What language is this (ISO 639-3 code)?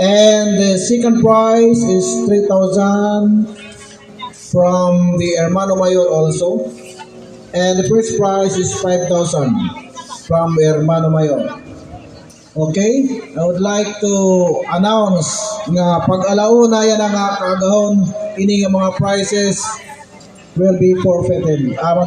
war